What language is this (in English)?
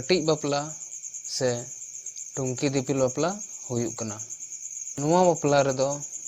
Santali